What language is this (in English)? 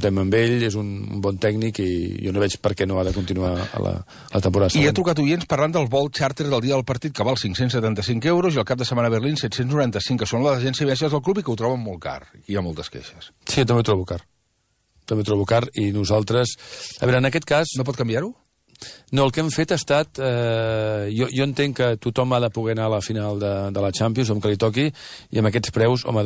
Catalan